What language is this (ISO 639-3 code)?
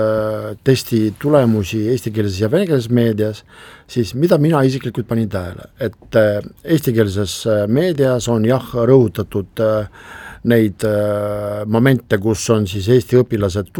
est